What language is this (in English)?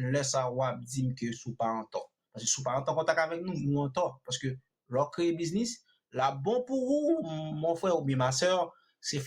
Haitian Creole